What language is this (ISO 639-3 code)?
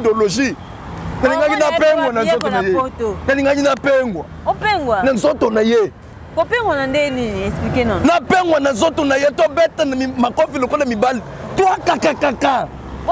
lin